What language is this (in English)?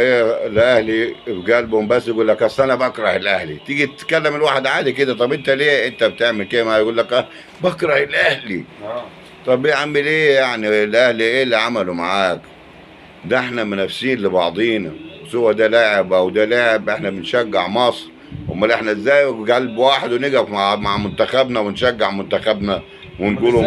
Egyptian Arabic